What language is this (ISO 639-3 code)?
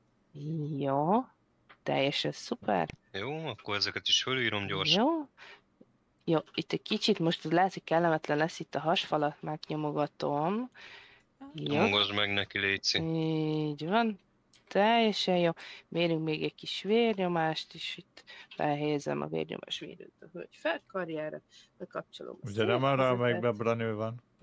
hun